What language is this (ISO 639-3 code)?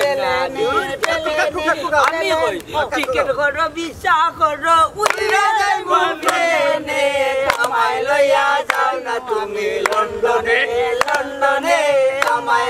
syl